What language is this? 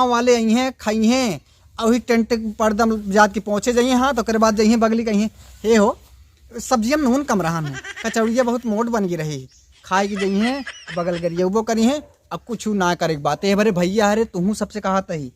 Awadhi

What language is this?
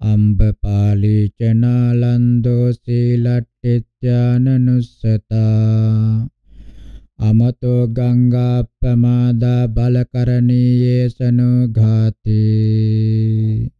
Pali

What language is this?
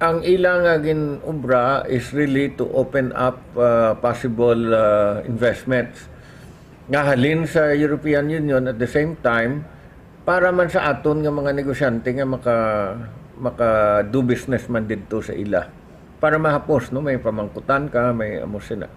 Hiligaynon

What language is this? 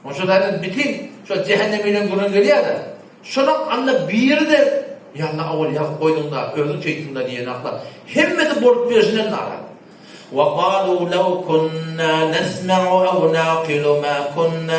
Turkmen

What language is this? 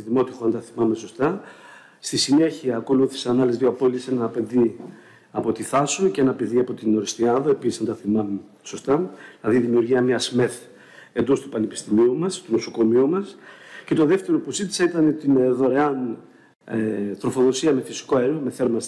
Greek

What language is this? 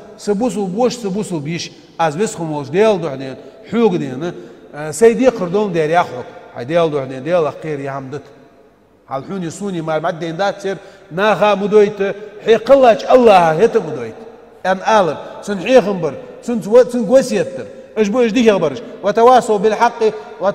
Ingush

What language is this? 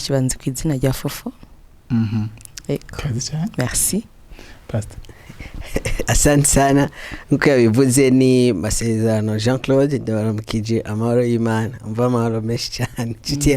Rundi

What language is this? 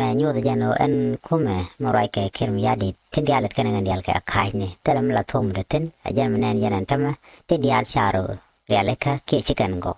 Nuer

